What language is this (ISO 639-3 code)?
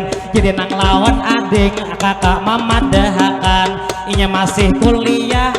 bjn